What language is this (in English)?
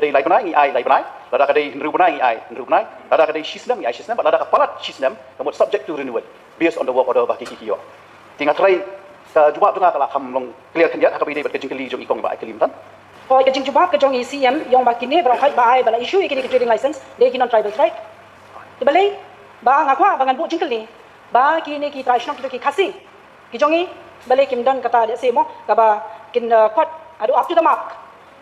Khasi